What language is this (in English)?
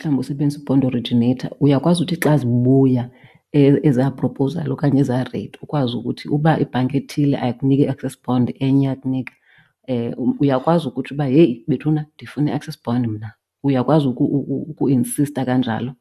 Xhosa